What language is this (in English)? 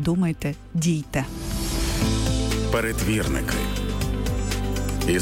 Ukrainian